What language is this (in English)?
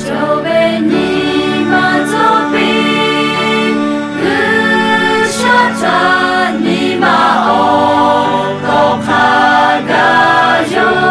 Lahu